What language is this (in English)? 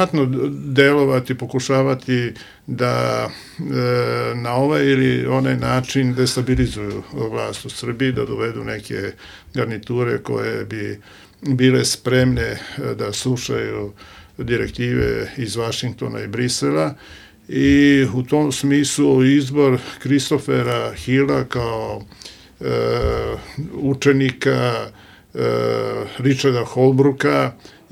Serbian